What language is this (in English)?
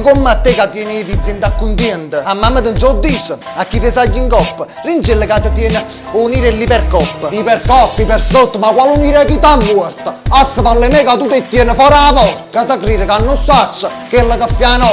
Neapolitan